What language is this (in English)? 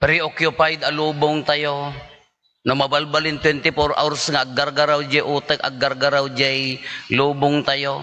Iloko